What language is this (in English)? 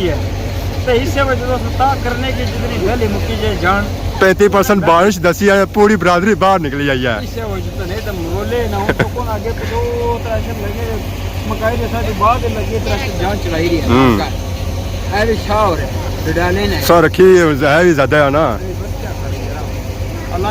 Pahari-Potwari